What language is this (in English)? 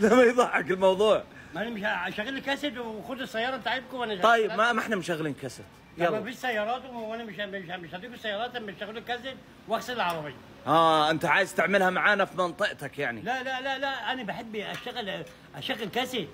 Egyptian Arabic